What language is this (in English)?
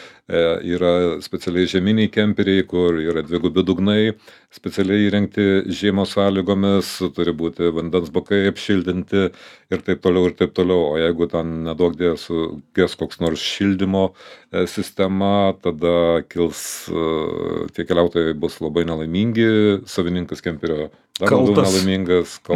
Lithuanian